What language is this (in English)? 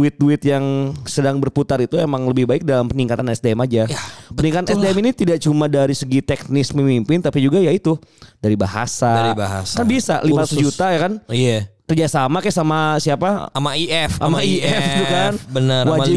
Indonesian